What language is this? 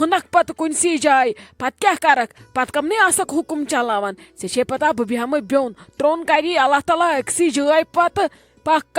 Kashmiri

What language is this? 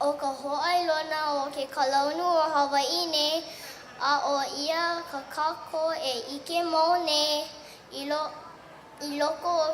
Hawaiian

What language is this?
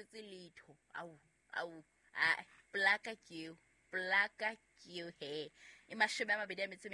Southern Sotho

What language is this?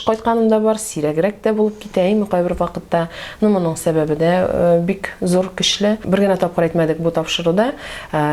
Tatar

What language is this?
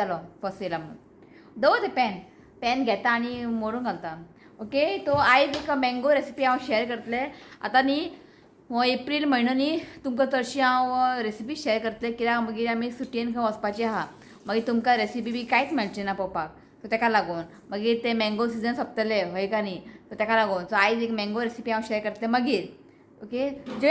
Konkani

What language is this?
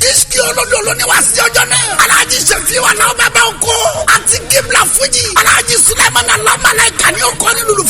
Yoruba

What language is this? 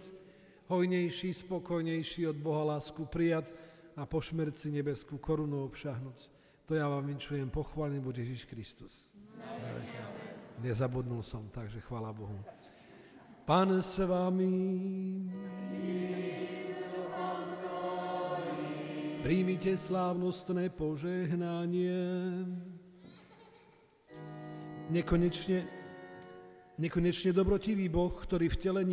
Slovak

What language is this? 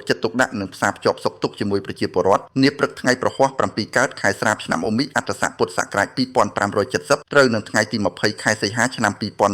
Khmer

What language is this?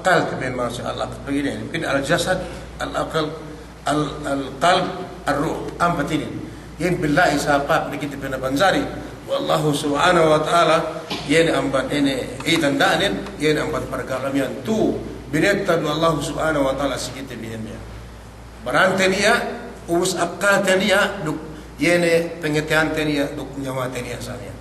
Yakan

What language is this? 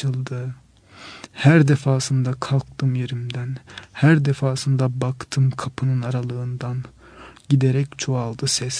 Turkish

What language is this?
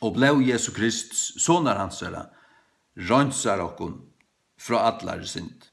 Faroese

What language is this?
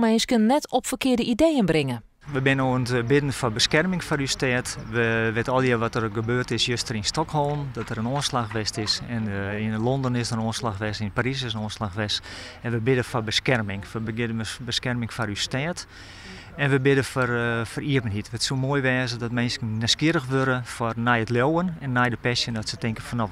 Western Frisian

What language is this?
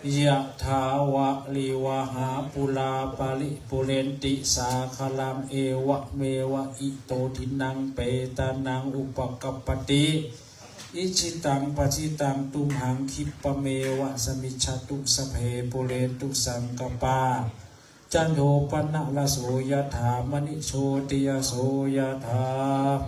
Pali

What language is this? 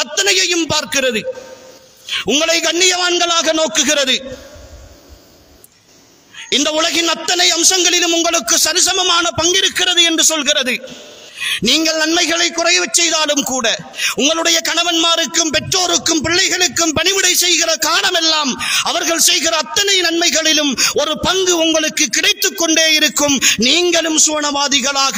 Tamil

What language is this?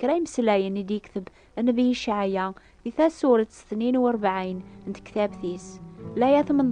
Kabyle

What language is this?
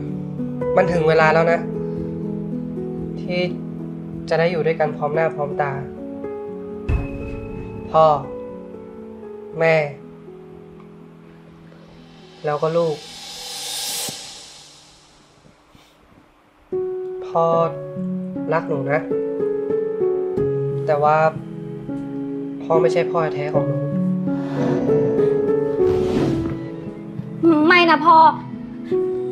Thai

